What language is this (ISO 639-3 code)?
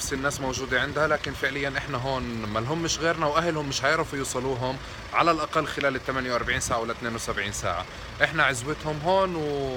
apc